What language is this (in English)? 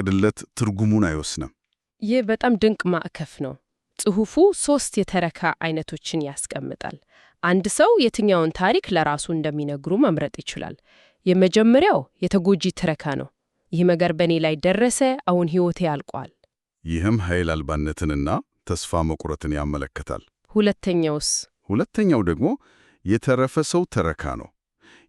Amharic